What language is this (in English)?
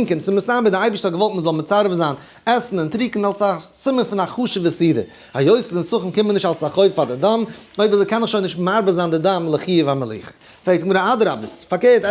Yiddish